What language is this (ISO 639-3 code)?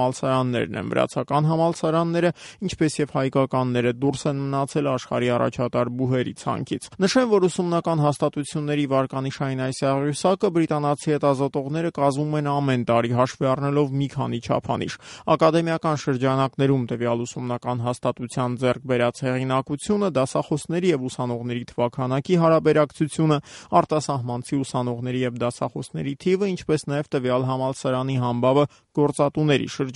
hye